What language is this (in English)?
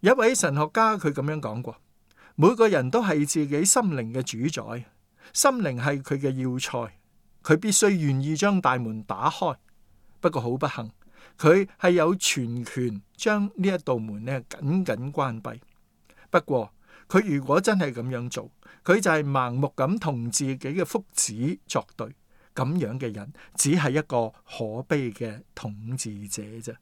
Cantonese